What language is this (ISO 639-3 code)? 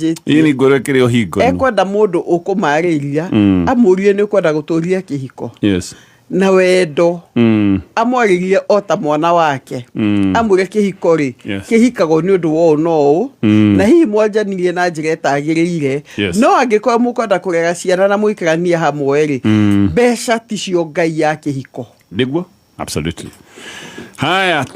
kik